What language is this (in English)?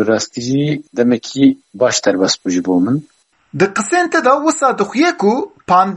Kurdish